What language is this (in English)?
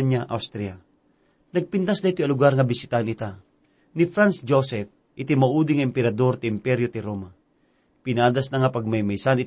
Iloko